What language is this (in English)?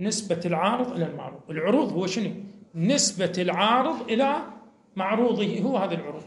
Moroccan Arabic